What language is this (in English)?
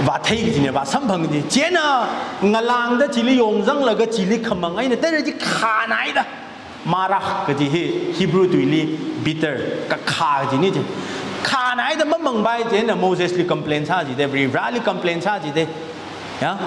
Tangkhul Naga (India)